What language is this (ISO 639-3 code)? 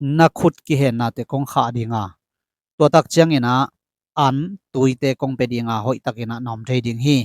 ctd